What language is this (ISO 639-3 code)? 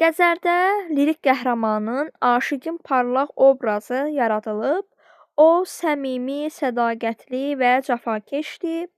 aze